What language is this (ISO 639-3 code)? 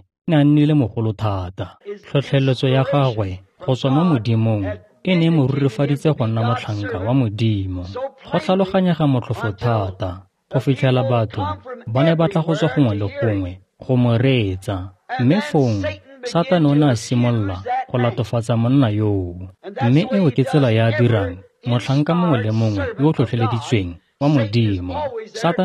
tsn